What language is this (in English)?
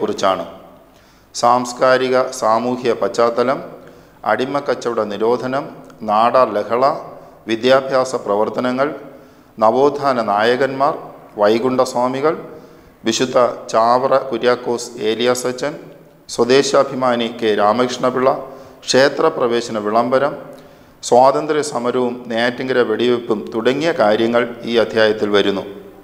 Malayalam